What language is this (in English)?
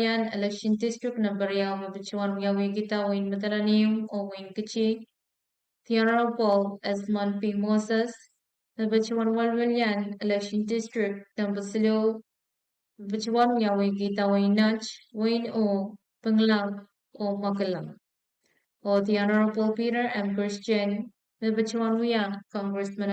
Pohnpeian